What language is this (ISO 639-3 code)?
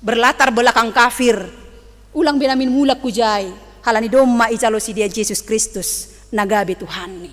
bts